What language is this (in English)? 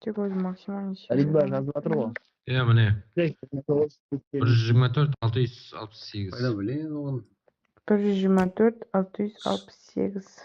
Kara-Kalpak